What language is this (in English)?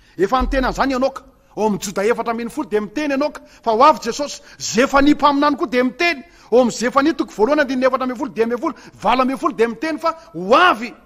Malagasy